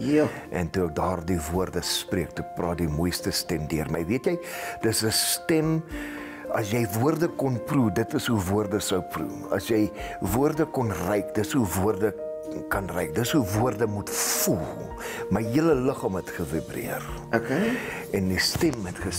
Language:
Afrikaans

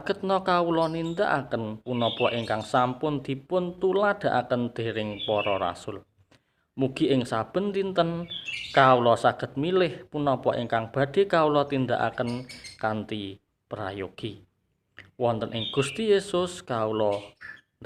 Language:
Javanese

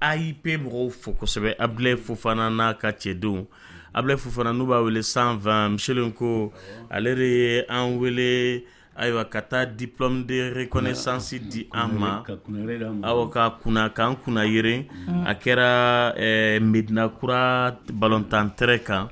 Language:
Dyula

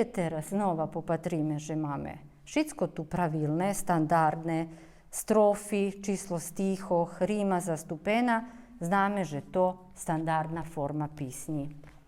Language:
Rusyn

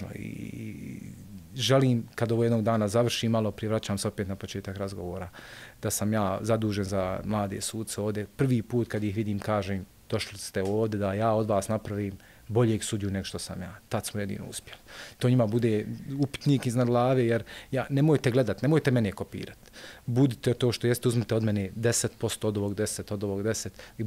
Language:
Bosnian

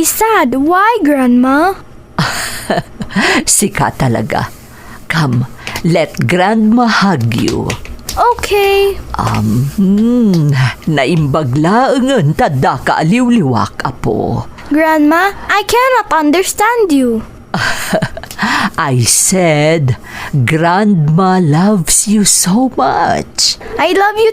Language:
Iloko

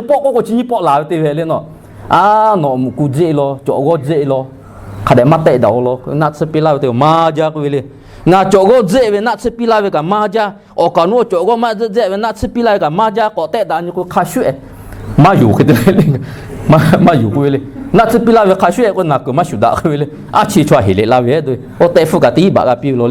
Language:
Lahu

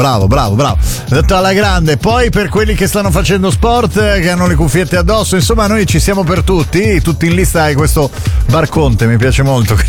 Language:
Italian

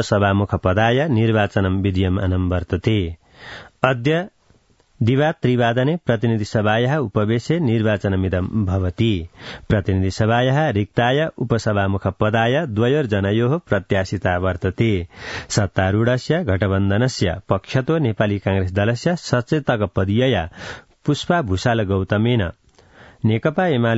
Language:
Sanskrit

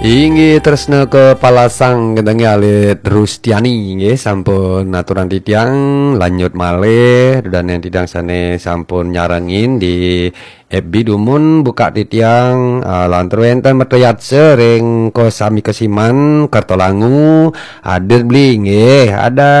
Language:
Balinese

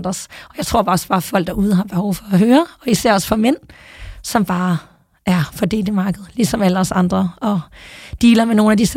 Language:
Danish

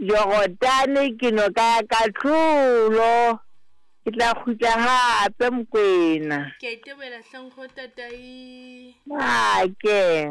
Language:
Southern Sotho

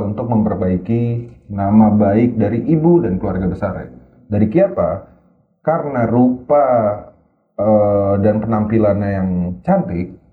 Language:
Manado Malay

